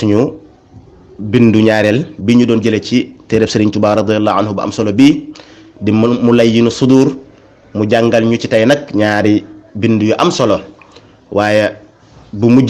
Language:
Wolof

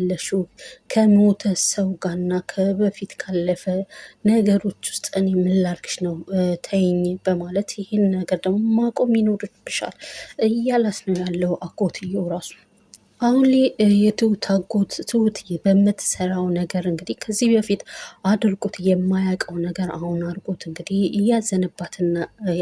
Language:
Amharic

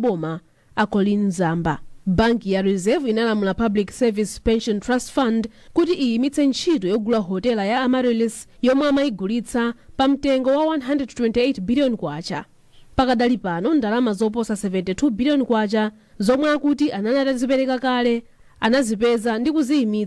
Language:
Nyanja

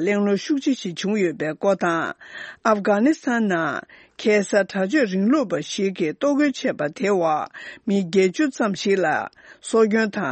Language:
Tibetan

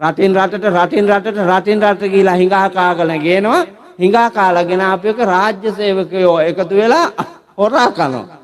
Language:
Sinhala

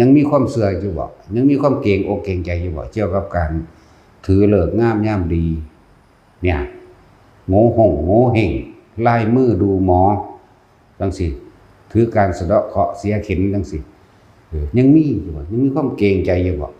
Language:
Lao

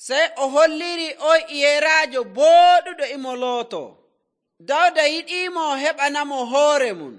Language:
Nigerian Fulfulde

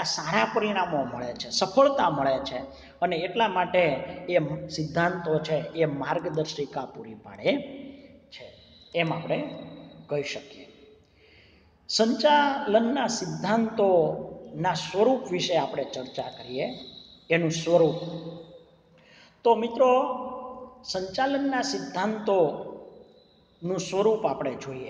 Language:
Gujarati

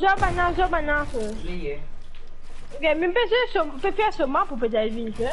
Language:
Morisyen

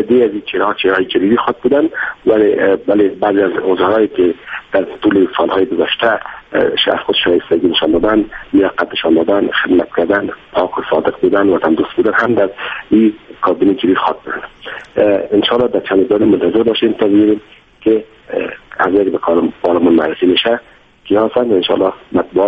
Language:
Persian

